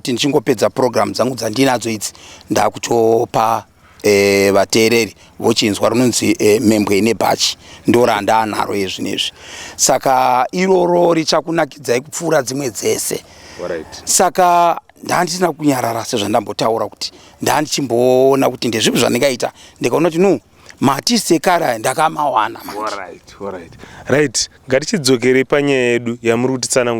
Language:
Shona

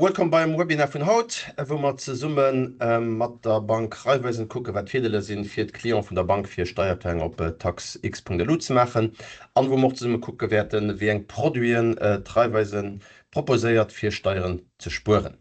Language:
Luxembourgish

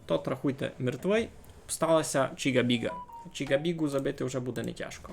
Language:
Rusyn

